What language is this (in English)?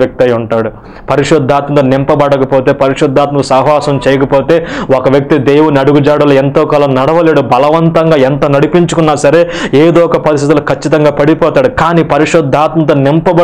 Telugu